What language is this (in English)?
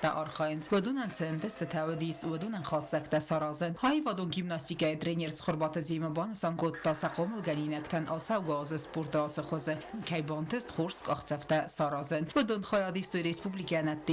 Ossetic